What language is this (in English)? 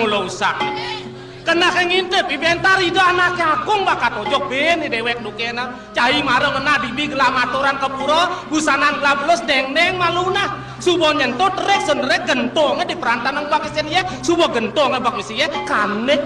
Balinese